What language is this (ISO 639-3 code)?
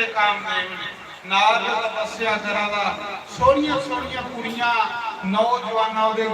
doi